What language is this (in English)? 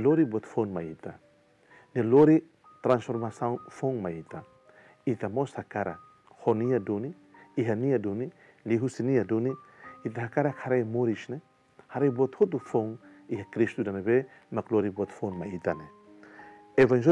Tetum